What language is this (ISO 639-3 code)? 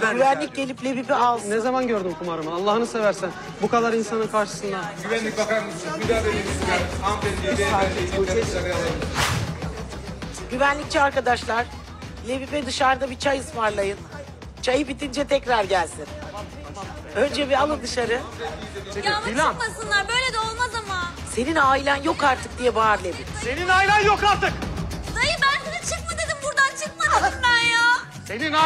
tur